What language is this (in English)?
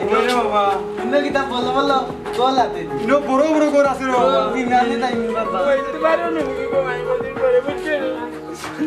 Sylheti